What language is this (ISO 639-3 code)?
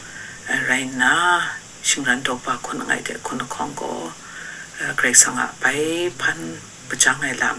kac